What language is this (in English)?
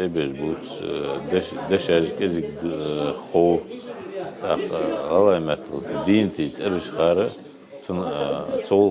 Ingush